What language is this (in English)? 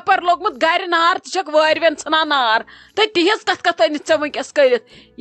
Kashmiri